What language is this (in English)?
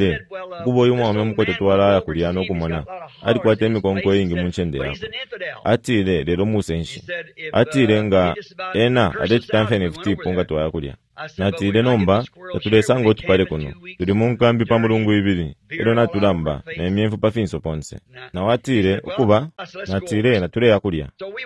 Bemba